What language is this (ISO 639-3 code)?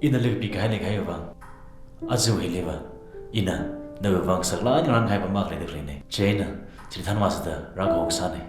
nmf